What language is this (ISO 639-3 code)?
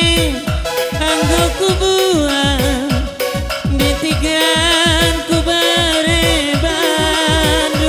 btx